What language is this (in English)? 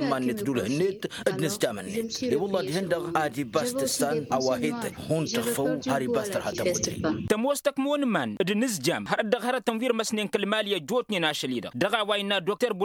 Tamasheq